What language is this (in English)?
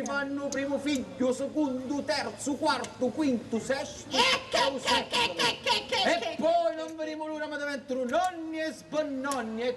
Sicilian